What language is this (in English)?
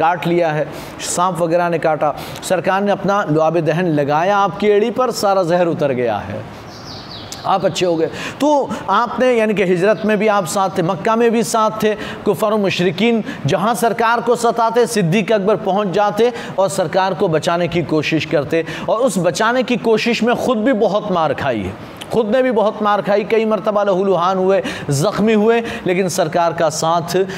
Urdu